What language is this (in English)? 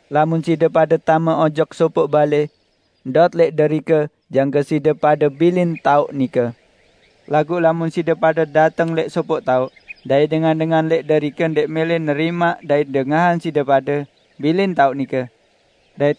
Sasak